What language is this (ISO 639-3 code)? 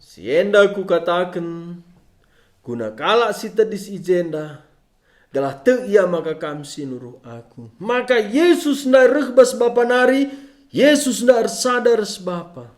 btx